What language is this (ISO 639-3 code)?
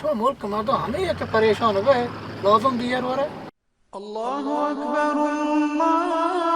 bal